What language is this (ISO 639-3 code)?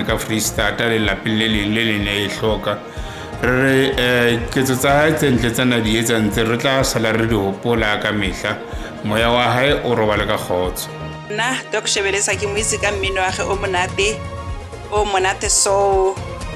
sot